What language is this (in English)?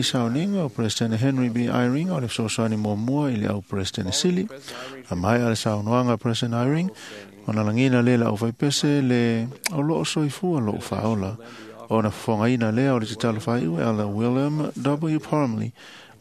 Samoan